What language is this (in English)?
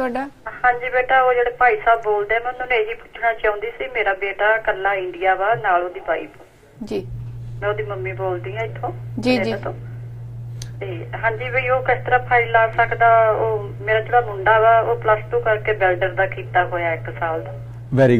Punjabi